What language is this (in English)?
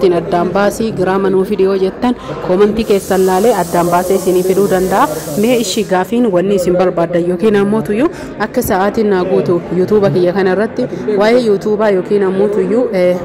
Oromo